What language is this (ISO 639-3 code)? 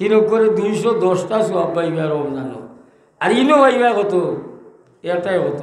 syl